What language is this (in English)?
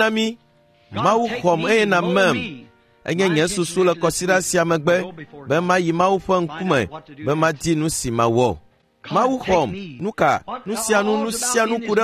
Ewe